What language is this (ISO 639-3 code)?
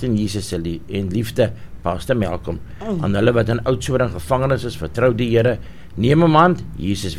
afr